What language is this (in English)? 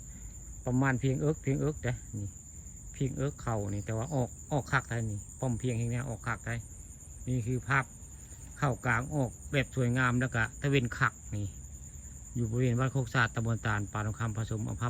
Northeastern Thai